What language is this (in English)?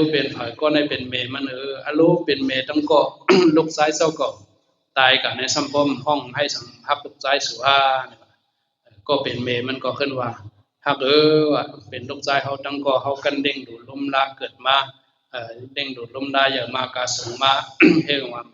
Shan